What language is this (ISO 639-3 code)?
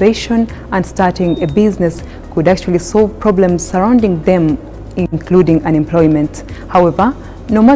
eng